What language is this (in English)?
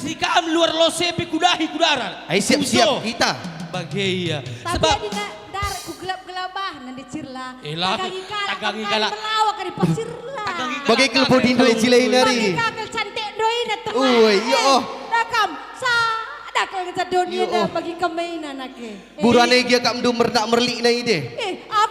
Batak Karo